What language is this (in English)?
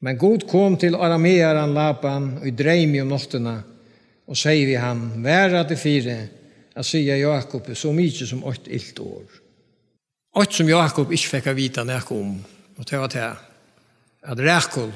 Faroese